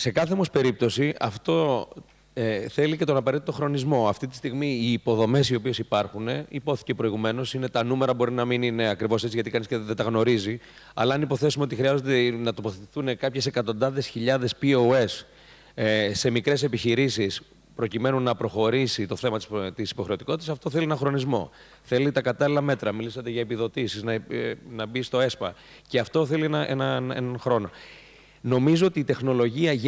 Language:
Greek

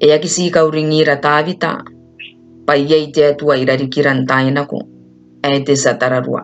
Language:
Gilbertese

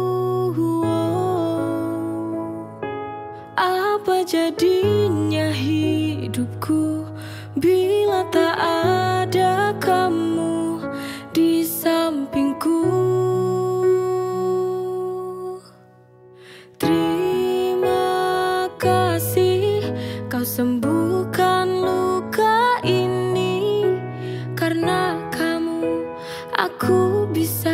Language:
Indonesian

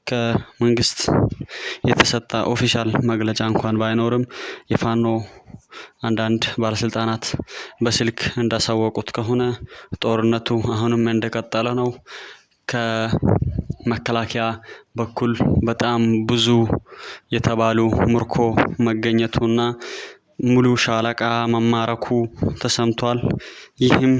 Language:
Amharic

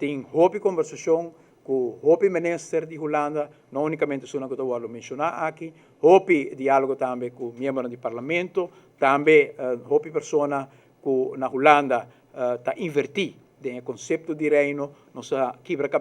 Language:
Papiamento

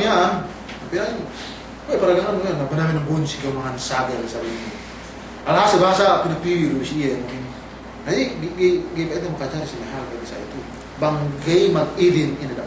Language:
Yakan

